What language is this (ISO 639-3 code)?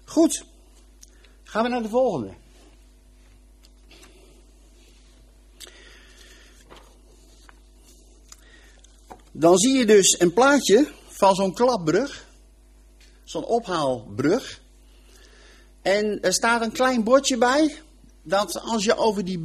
nld